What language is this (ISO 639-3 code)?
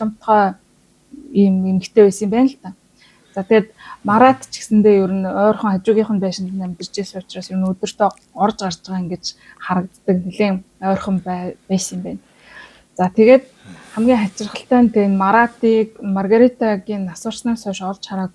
mon